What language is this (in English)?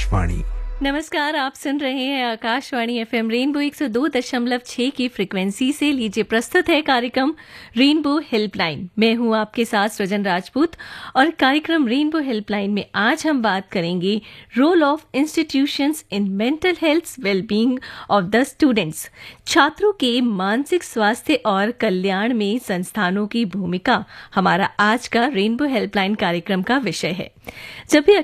Hindi